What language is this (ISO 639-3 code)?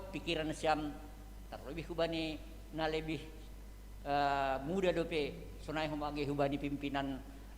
bts